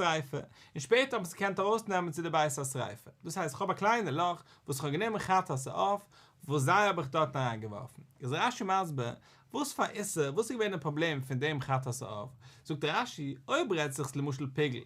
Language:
Yiddish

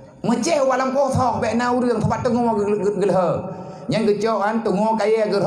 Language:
Achinese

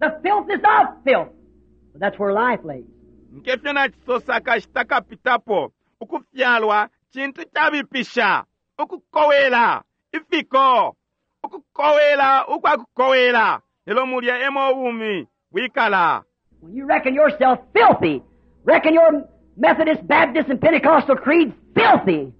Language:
Bemba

